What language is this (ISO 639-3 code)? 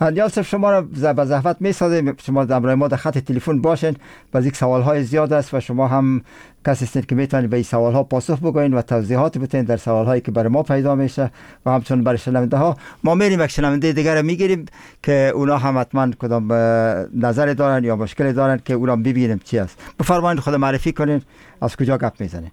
fas